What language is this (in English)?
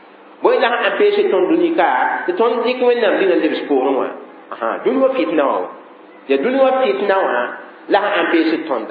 Mossi